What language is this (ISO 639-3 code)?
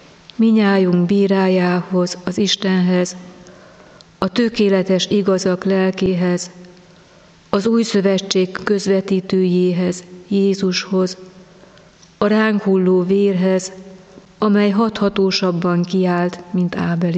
hun